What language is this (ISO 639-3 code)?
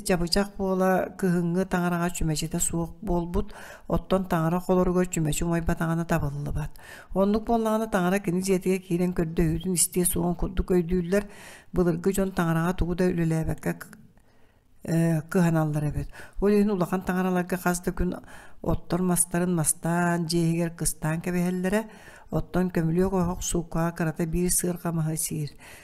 sah